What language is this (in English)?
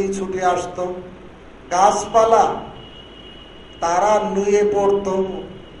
Bangla